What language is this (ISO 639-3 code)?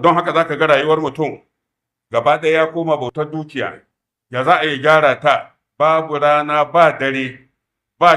hau